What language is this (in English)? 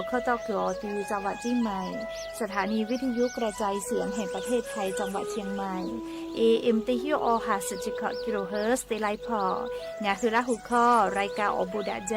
Lahu